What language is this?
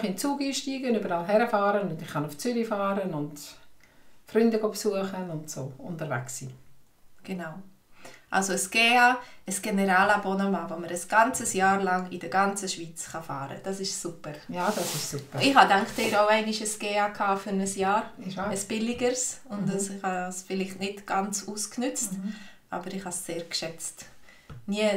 Swiss German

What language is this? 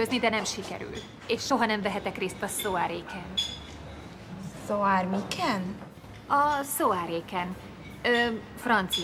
Hungarian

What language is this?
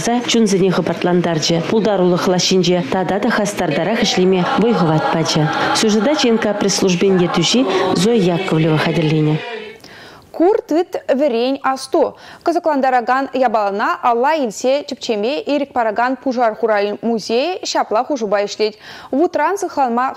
Chuvash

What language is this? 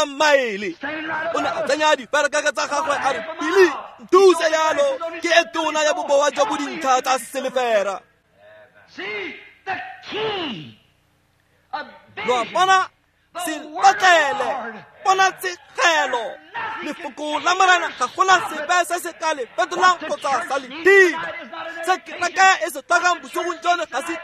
Tswana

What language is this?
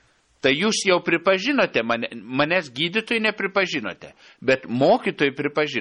Lithuanian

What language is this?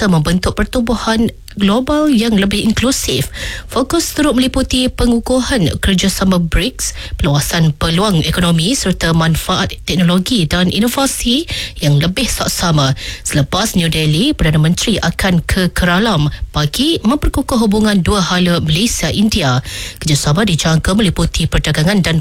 Malay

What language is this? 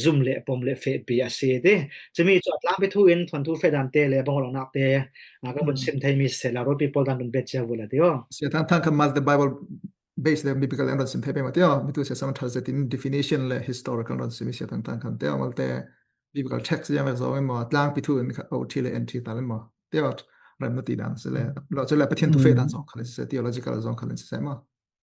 Falam Chin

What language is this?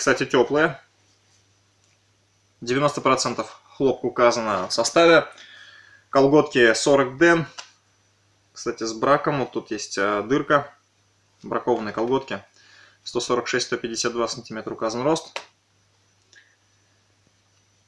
Russian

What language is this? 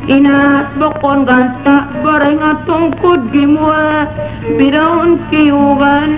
Tausug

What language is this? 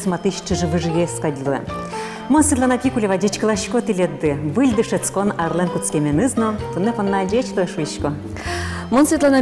Udmurt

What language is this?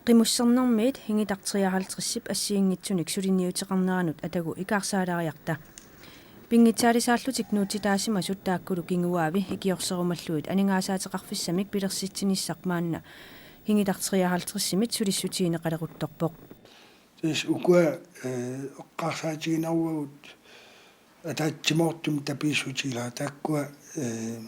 Kalaallisut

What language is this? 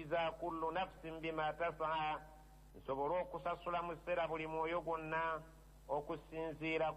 Ganda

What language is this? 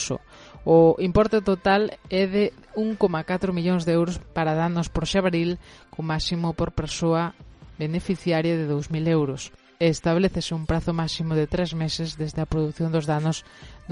Galician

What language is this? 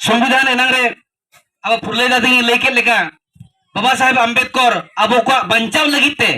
Santali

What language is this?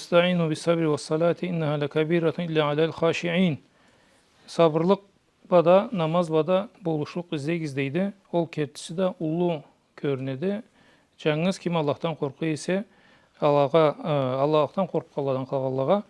Karachay-Balkar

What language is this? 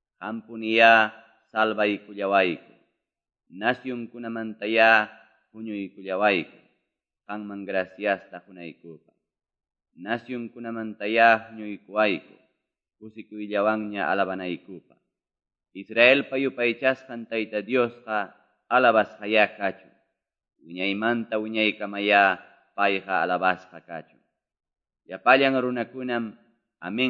Ayacucho Quechua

